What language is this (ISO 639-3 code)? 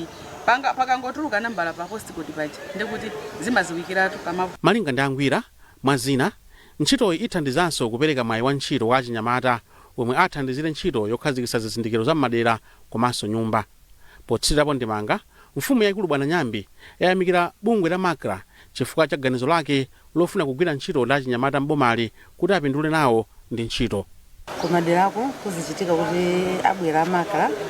nya